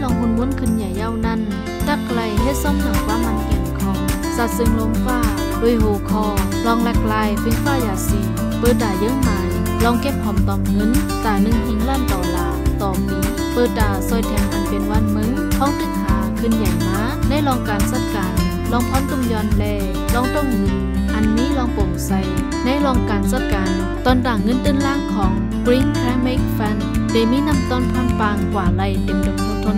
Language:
Shan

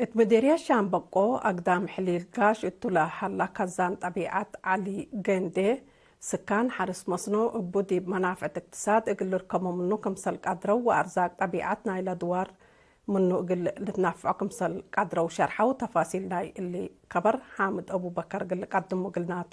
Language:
Tigre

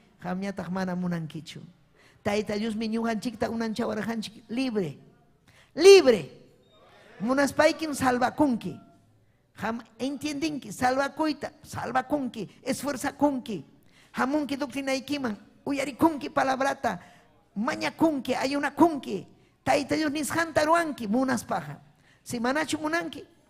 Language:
Ayacucho Quechua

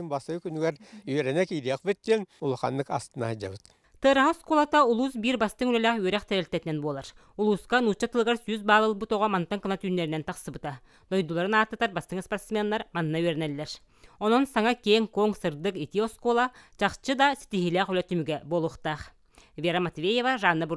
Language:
Yakut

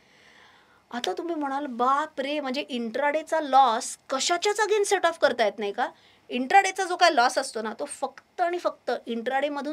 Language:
Marathi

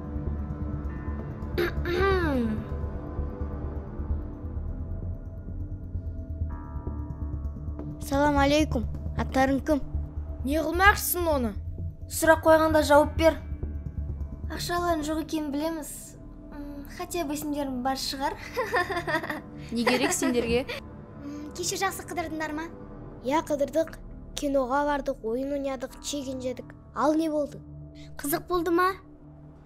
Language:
Kazakh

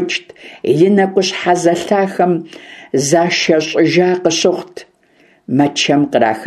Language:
Kabardian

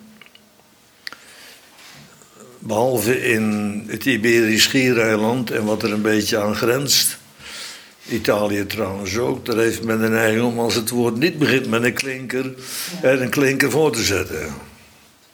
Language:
Dutch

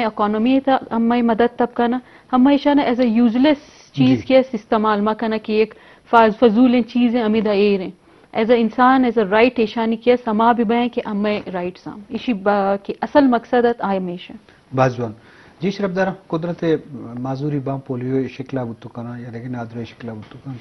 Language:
Eastern Balochi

